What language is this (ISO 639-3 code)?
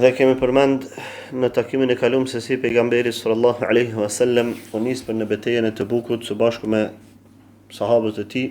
sqi